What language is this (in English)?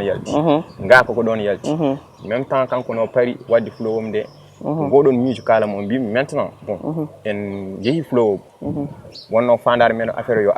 Fula